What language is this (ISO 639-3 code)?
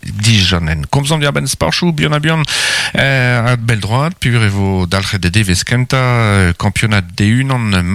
bre